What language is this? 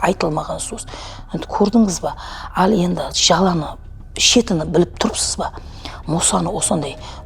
Kazakh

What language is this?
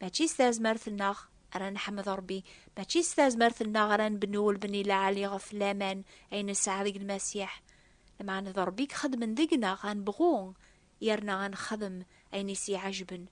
Kabyle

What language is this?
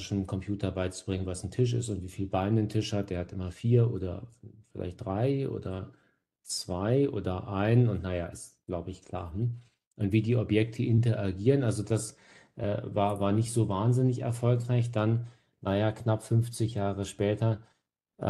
German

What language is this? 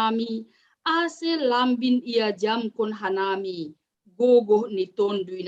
Batak Simalungun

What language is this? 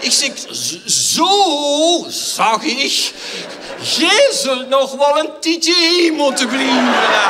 Limburgish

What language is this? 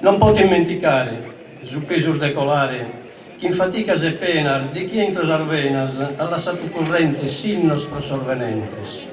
Sardinian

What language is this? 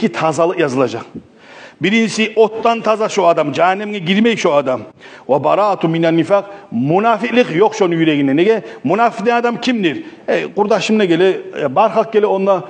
Kumyk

